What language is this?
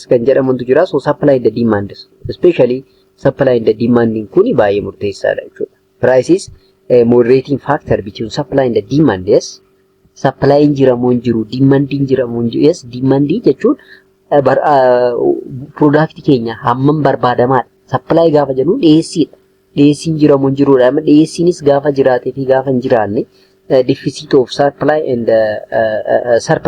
Oromo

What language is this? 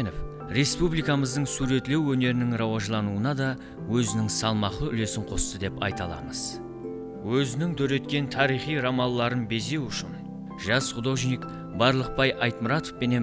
Kara-Kalpak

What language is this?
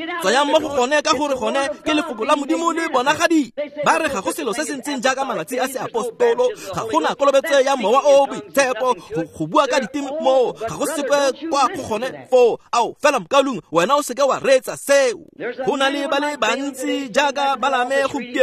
Tswana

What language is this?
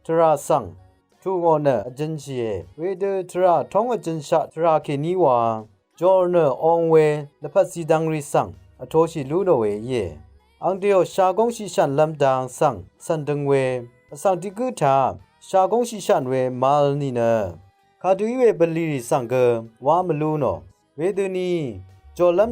Rawang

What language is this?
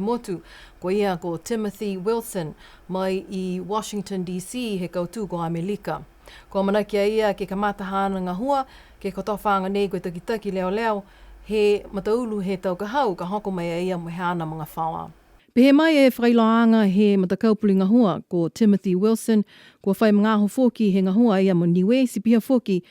Niuean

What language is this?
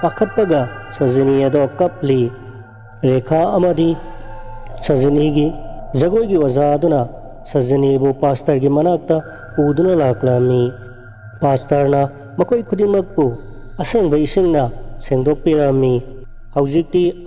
Manipuri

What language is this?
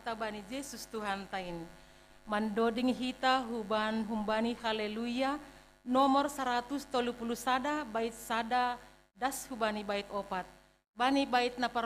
Batak Simalungun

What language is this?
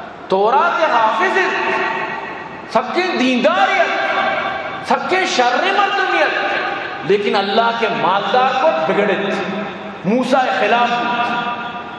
Eastern Balochi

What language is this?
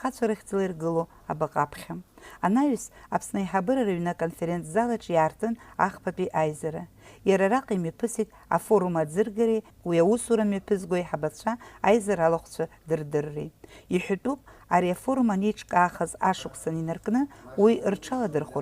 Abkhazian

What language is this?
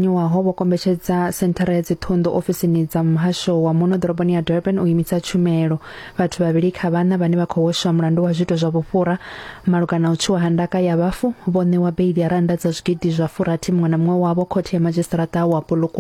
Venda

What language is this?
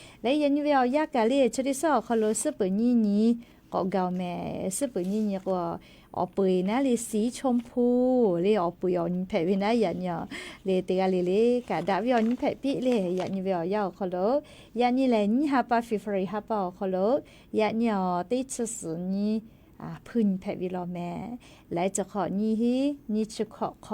Lahu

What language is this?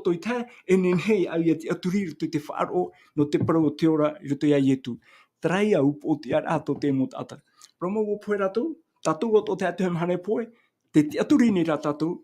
Tahitian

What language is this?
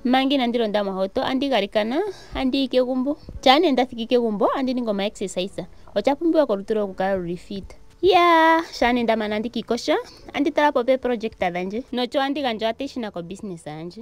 Ndonga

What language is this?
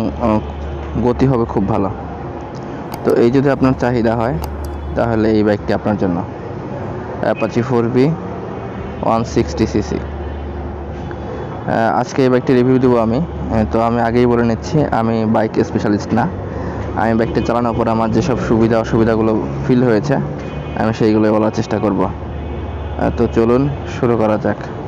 Bangla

